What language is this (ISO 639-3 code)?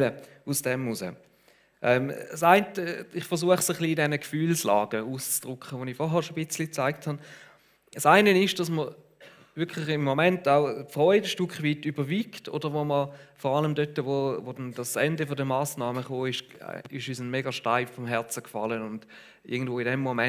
gsw